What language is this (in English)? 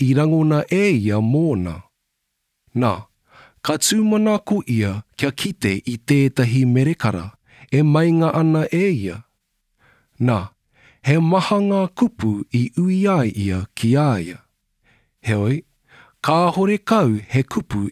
Māori